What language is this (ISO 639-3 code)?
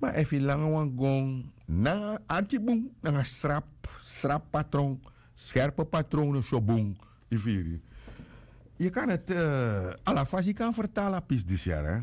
srn